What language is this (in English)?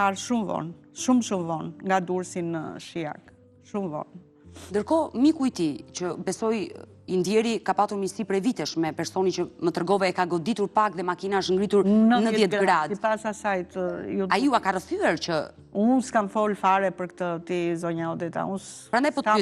Albanian